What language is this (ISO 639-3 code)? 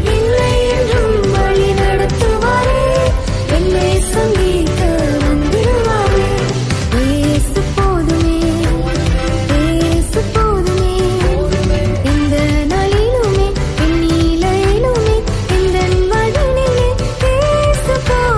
tam